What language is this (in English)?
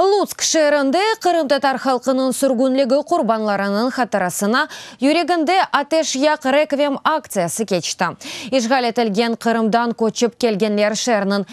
Crimean Tatar